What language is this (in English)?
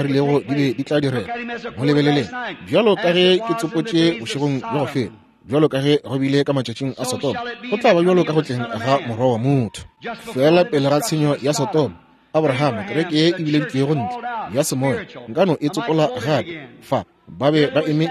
Northern Sotho